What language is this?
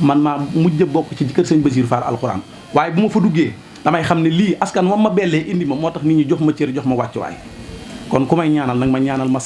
Wolof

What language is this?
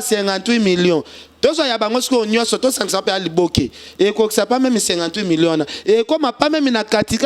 Lingala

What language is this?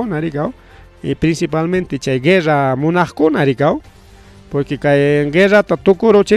Ayacucho Quechua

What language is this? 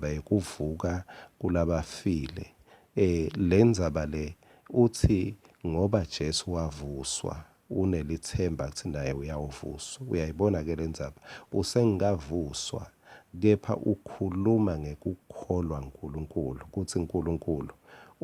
Swati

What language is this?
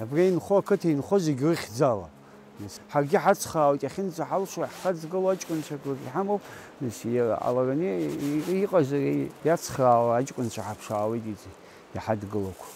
Abkhazian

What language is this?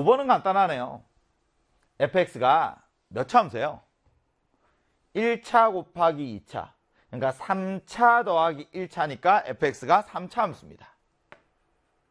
Korean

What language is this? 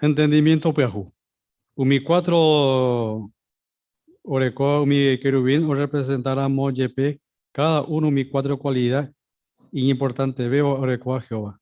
Guarani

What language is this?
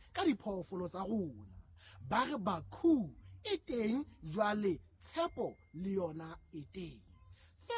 Southern Sotho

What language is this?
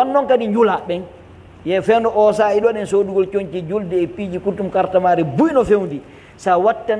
Fula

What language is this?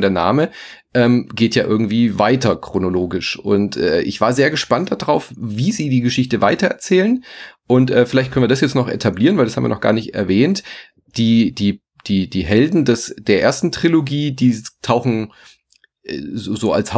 German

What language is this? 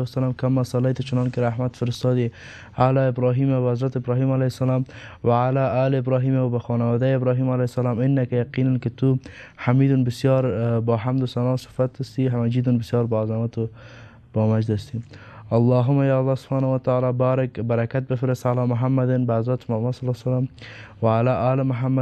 Persian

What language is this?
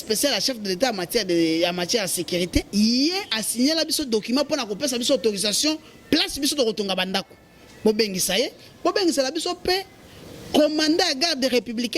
Lingala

